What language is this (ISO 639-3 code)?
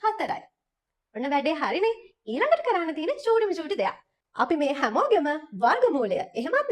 sin